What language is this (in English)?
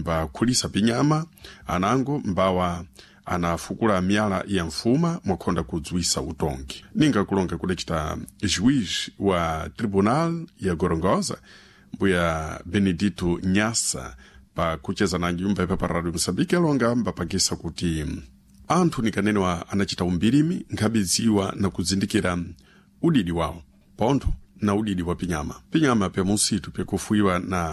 Sena